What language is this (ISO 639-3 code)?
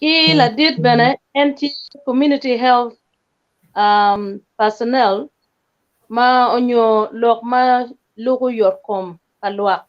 ach